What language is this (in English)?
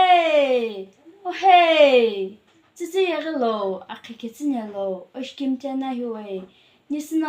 Sumi Naga